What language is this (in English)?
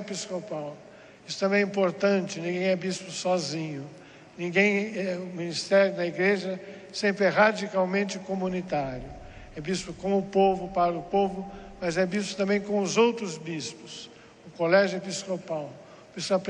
Portuguese